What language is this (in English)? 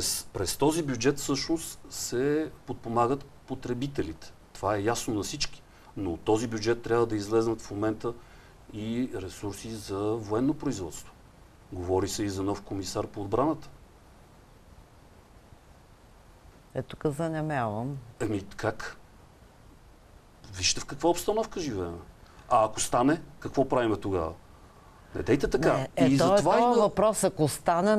Bulgarian